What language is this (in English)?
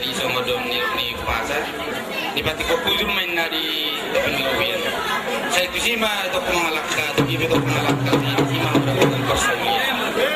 Batak Toba